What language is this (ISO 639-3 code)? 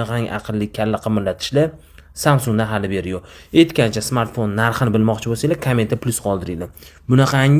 uzb